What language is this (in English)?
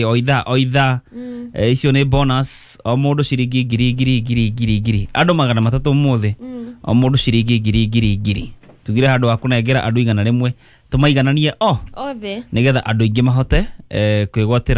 Kikuyu